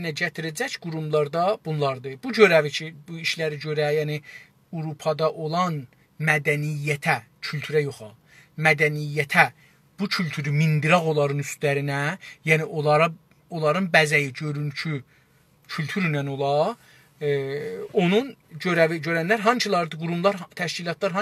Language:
South Azerbaijani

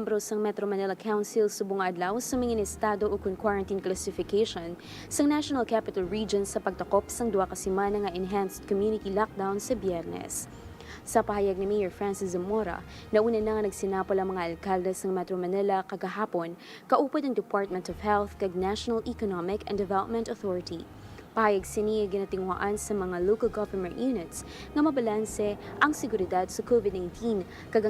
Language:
Hiligaynon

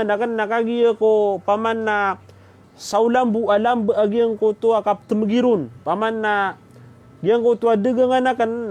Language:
Maranao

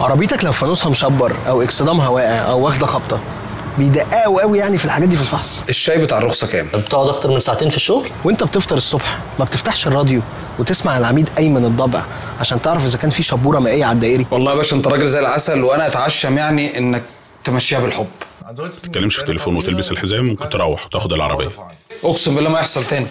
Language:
Egyptian Arabic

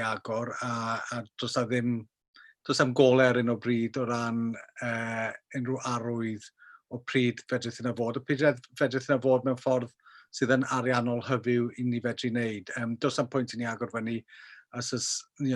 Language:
Welsh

